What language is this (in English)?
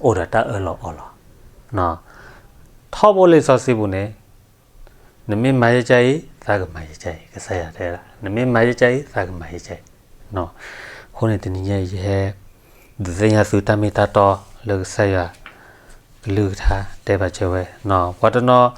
S'gaw Karen